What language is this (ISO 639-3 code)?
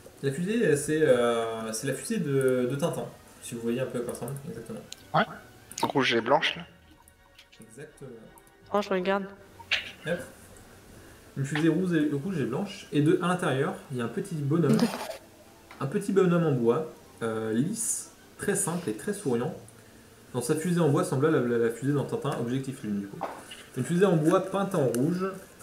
fra